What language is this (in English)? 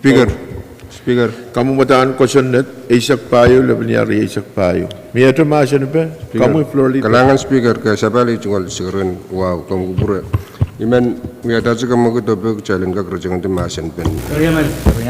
Pohnpeian